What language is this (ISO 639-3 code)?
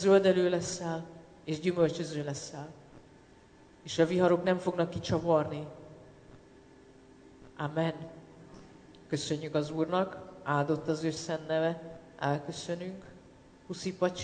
hun